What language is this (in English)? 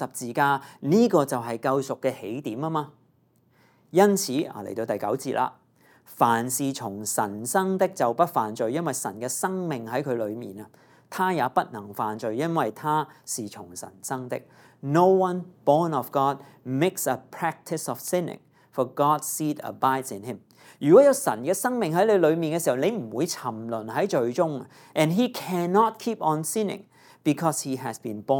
Cantonese